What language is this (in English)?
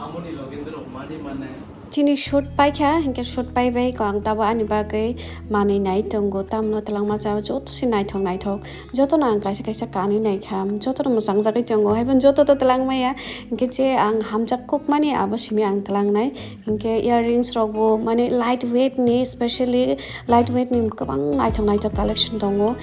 Kok Borok